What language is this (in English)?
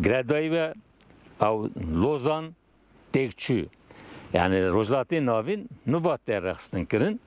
Kurdish